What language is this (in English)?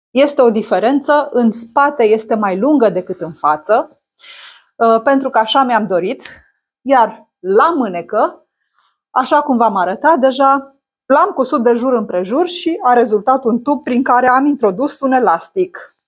Romanian